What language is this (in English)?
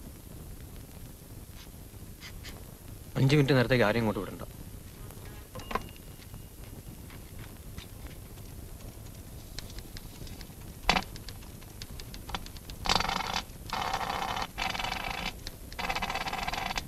Malayalam